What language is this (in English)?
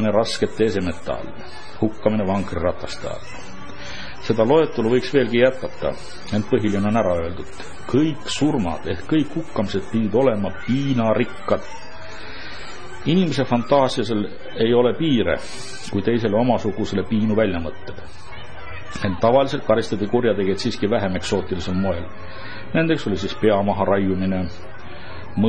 Estonian